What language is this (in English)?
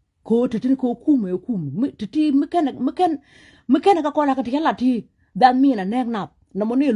Nuer